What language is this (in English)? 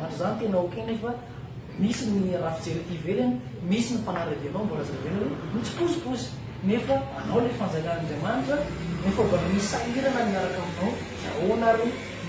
Malagasy